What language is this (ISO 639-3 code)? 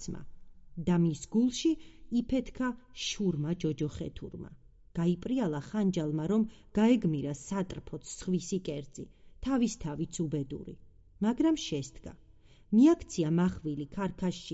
kat